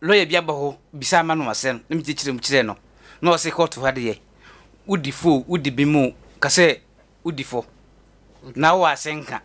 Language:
Akan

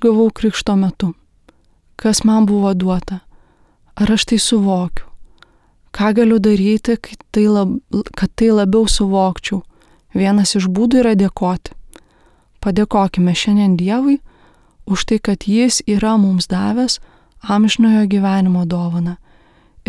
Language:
Lithuanian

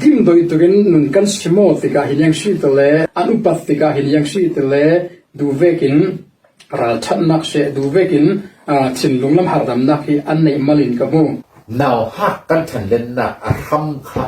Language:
Falam Chin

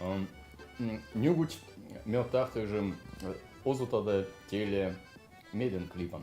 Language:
Veps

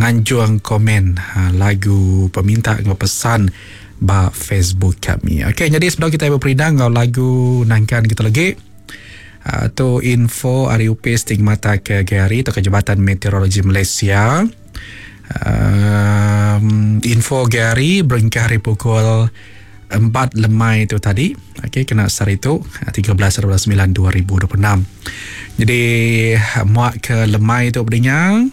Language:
Iban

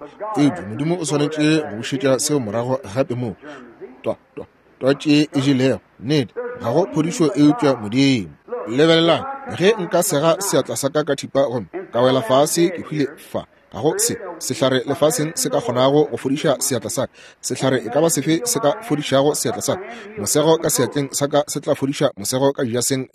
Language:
Northern Sotho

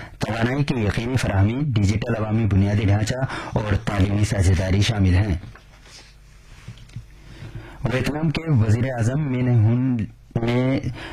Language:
Urdu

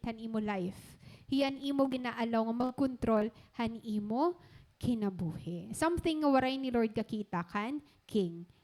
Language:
Waray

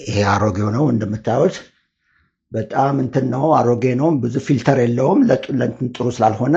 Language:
Amharic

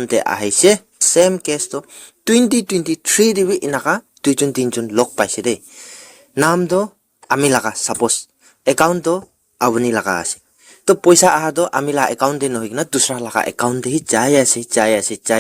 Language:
Naga Pidgin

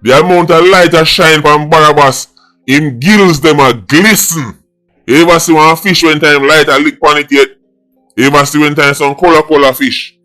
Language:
Jamaican Creole English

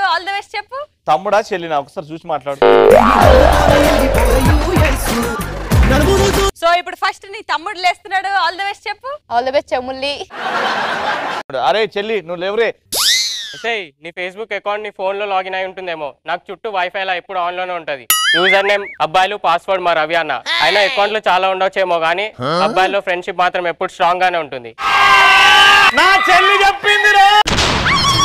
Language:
Telugu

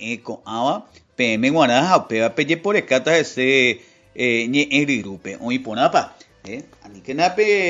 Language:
Guarani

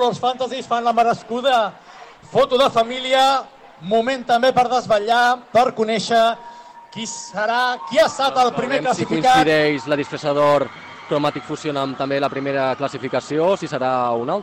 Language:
Catalan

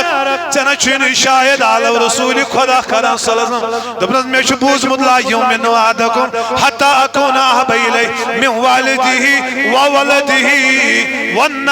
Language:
Kashmiri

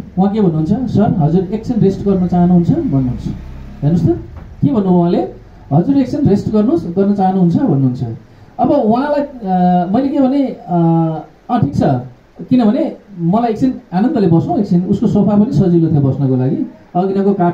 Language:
Nepali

